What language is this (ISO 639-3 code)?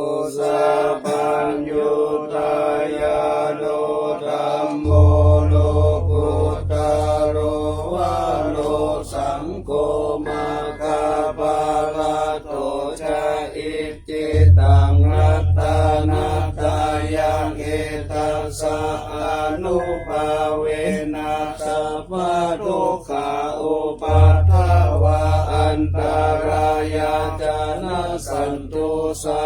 pli